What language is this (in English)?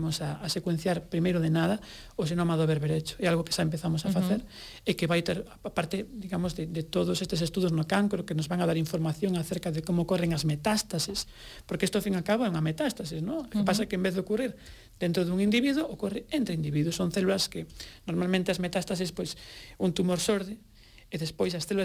Galician